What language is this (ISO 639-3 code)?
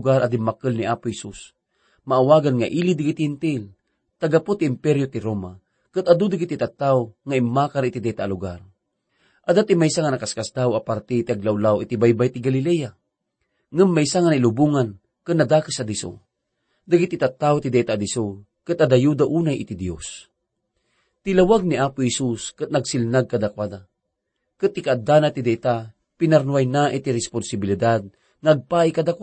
ilo